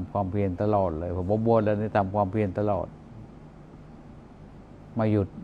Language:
Thai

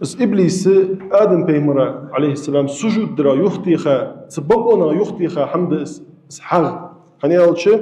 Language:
Ingush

